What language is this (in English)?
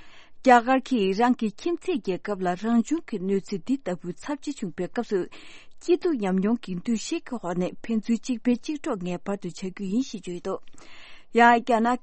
Tibetan